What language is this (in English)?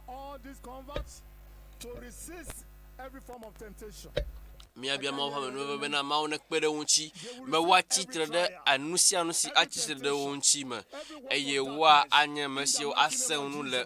Ewe